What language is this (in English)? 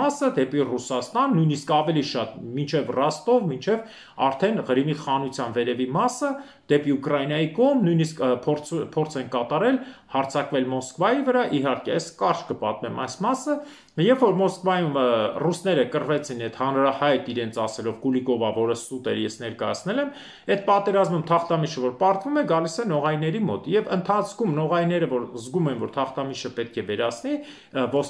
Armenian